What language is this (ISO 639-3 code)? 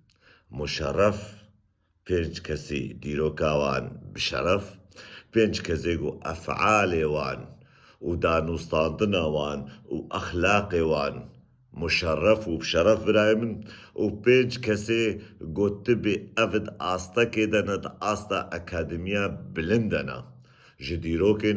kur